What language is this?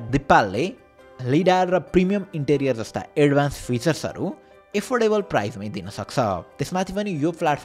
Nepali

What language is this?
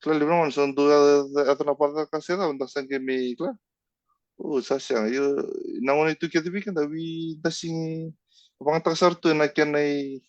Fijian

